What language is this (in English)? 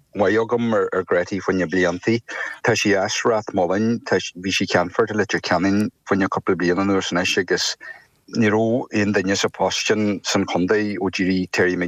Irish